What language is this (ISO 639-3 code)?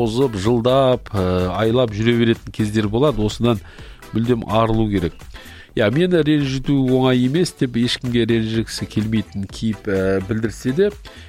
kaz